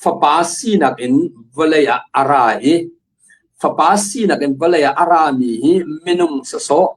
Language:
Hakha Chin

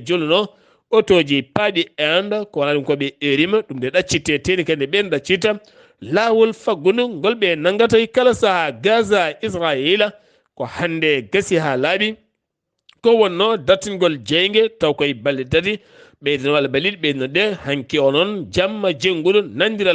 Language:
Fula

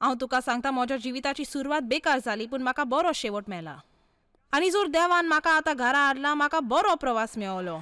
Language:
Konkani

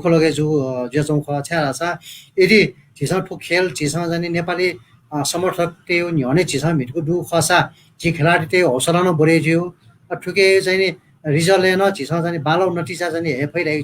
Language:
Newari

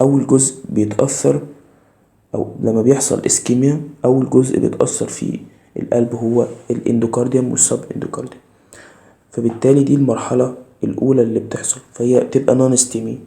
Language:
Egyptian Arabic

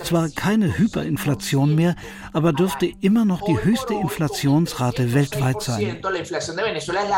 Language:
German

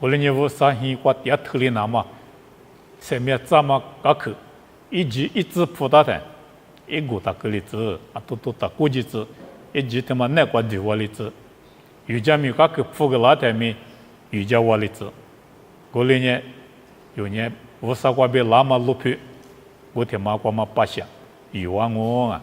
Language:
Lisu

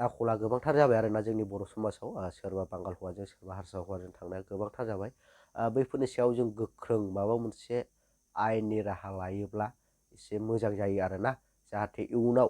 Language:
Bodo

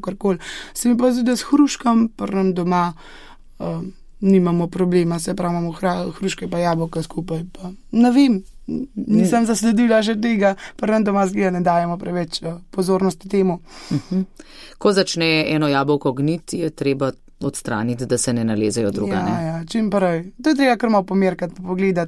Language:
Slovenian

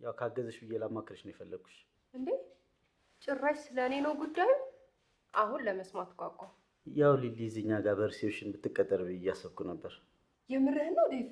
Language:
Amharic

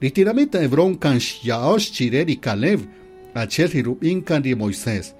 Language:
Kaqchikel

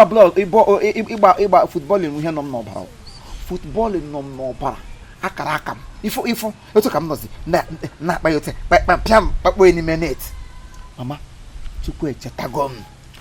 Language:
Igbo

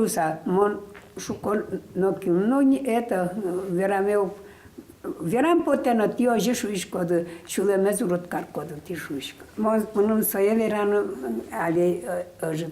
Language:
Udmurt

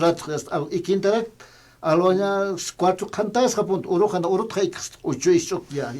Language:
Aymara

